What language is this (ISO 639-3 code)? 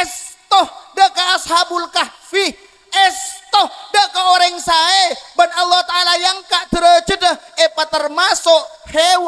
mad